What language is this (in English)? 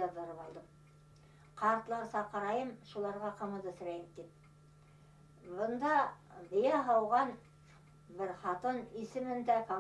Bashkir